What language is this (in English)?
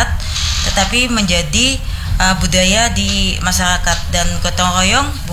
Indonesian